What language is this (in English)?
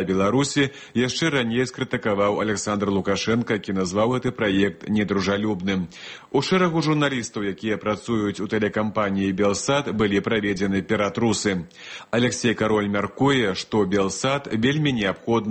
Belarusian